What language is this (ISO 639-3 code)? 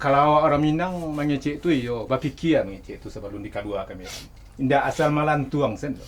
min